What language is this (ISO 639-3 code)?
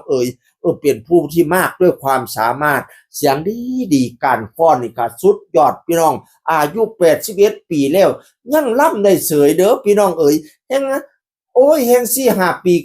tts